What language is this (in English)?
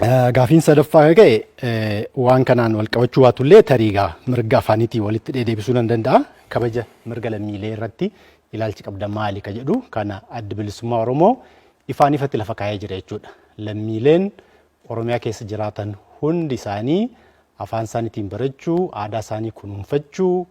Oromo